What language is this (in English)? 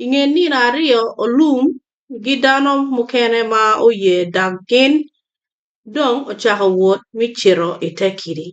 Acoli